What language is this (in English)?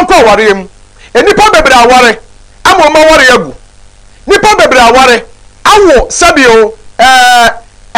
Akan